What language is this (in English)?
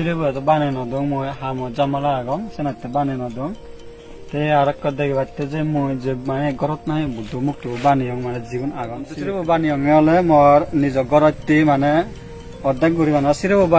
Chakma